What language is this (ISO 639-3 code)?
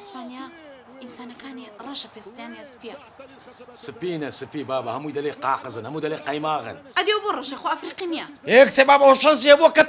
ckb